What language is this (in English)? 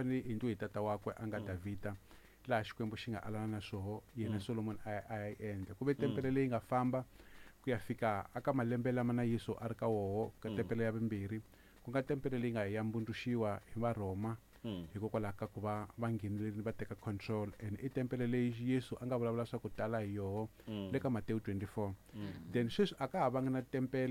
Tsonga